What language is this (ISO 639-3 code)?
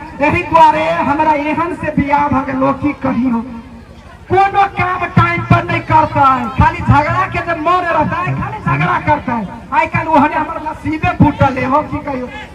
mai